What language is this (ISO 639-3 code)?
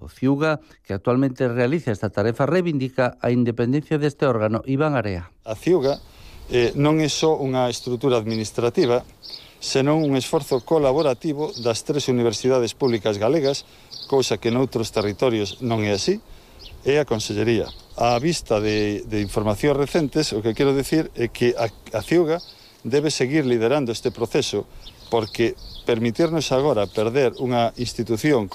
glg